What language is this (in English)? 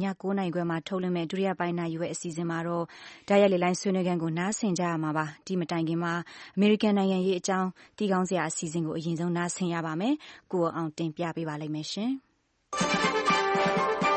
Burmese